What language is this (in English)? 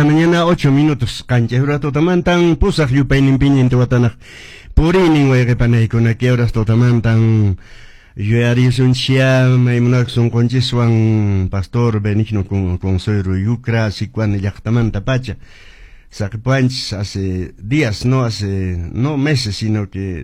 Quechua